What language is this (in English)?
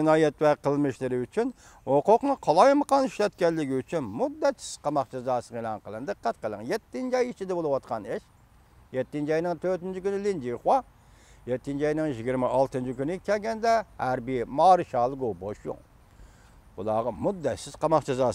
Uyghur